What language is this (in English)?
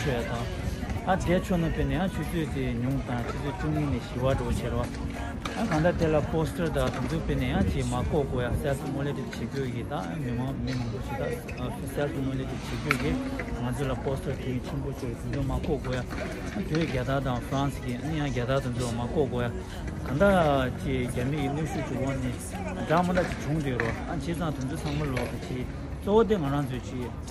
Tibetan